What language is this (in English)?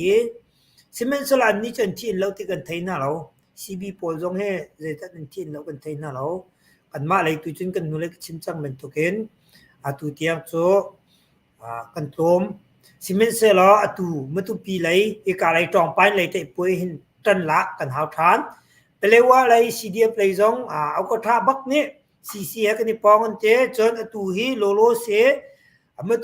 Hakha Chin